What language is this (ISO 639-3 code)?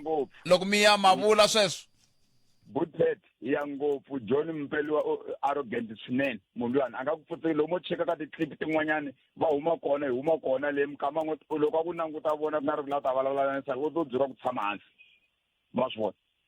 tso